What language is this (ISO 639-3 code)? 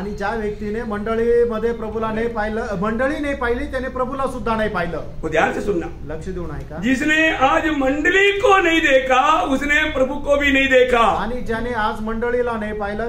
mar